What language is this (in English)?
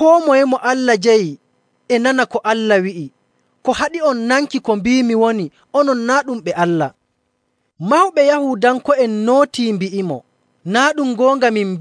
Nigerian Fulfulde